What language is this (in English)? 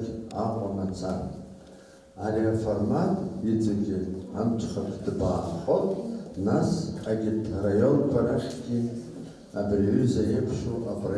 Abkhazian